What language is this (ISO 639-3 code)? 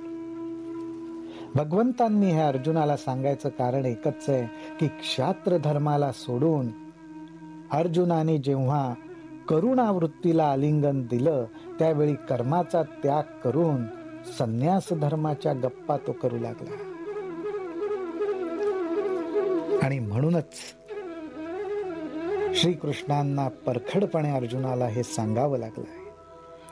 mar